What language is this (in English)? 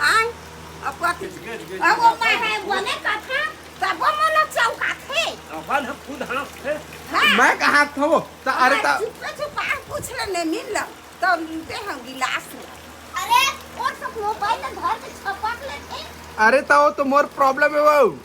Chhattisgarhi